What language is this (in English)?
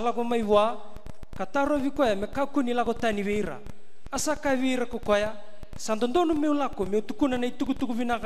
Fijian